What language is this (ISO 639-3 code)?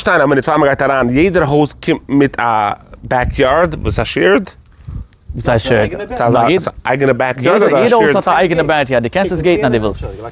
yid